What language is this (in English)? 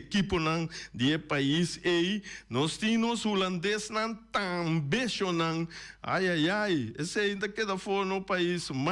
Papiamento